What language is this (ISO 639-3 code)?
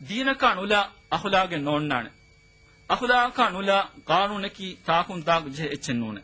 div